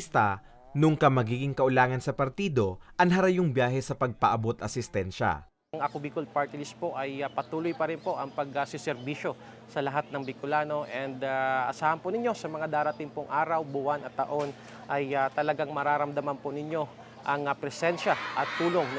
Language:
Bikol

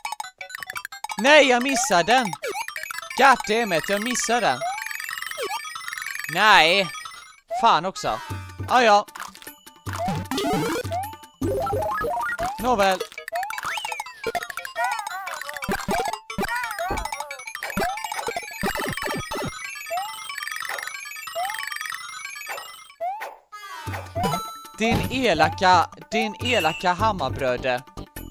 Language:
Swedish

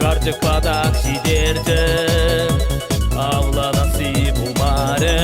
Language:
Chuvash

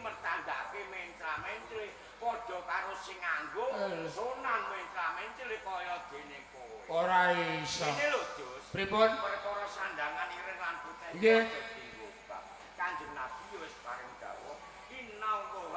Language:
Javanese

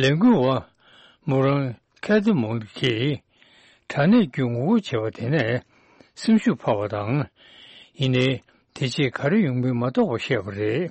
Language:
Tibetan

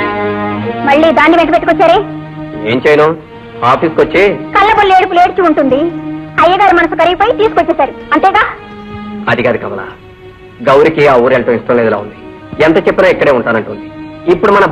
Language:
Telugu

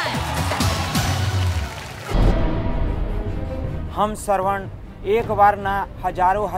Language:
Bhojpuri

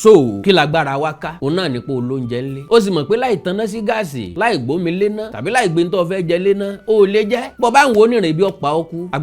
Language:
Yoruba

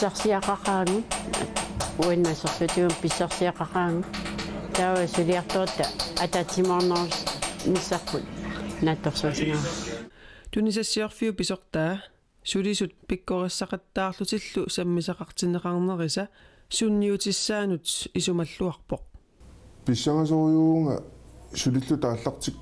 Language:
Kalaallisut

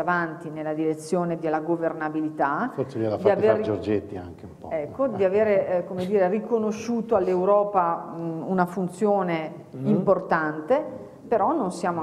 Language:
Italian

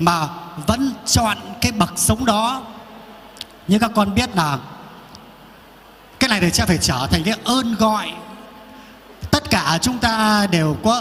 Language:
Vietnamese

